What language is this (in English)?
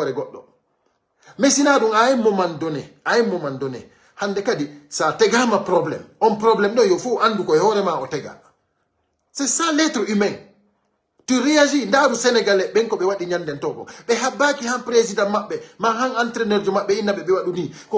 Fula